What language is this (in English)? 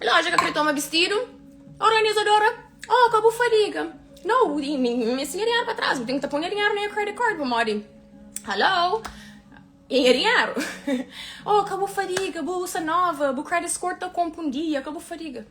Kabuverdianu